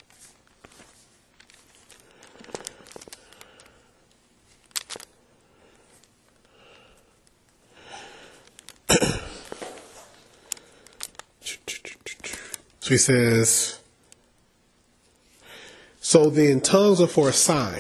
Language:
English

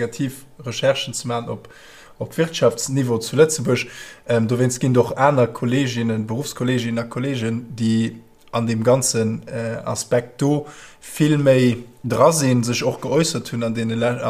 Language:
Luxembourgish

